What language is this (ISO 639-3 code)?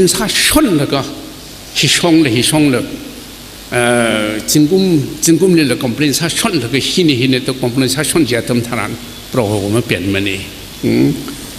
nmf